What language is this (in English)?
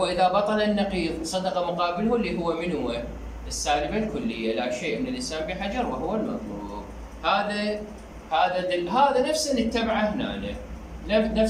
Mesopotamian Arabic